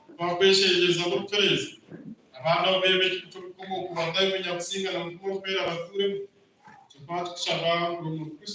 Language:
Nyankole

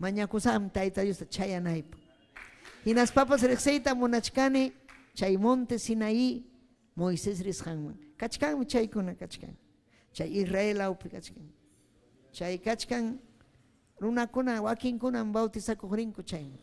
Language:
Ayacucho Quechua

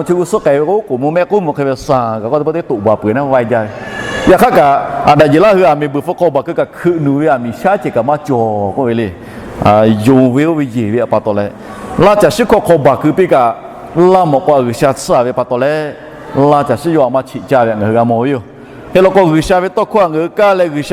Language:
Lahu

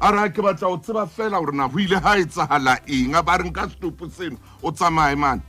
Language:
Southern Sotho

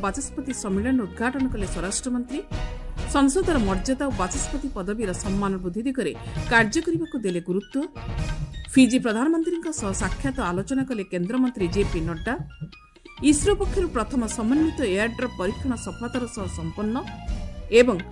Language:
Odia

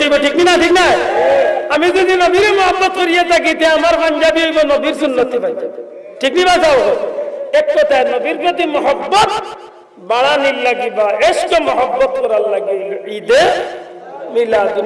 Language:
Sylheti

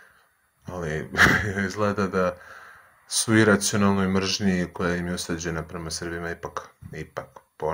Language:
Serbian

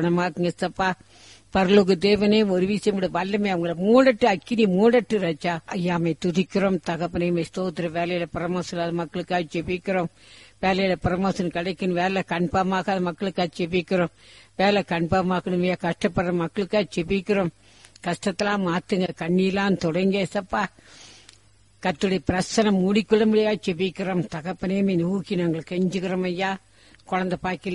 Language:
Tamil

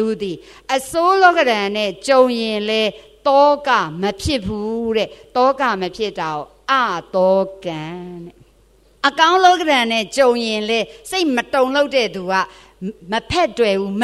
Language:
Burmese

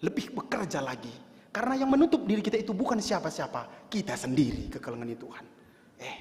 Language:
Batak Karo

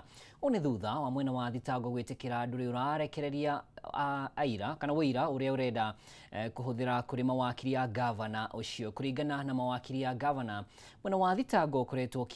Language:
Kikuyu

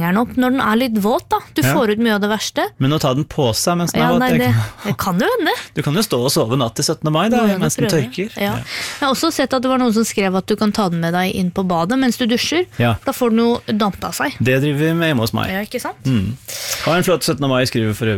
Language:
Norwegian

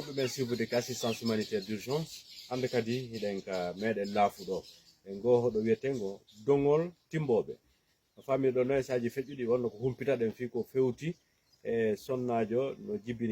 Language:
Fula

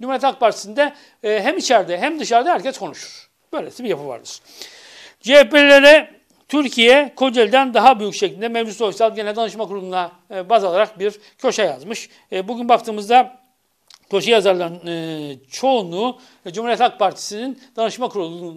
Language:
Turkish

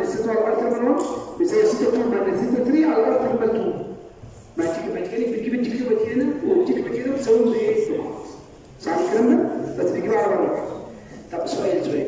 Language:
Egyptian Arabic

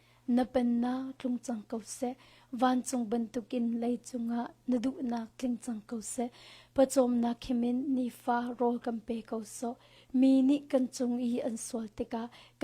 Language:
Hakha Chin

